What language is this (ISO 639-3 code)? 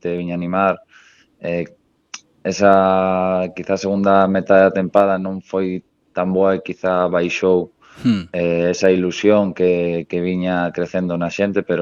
glg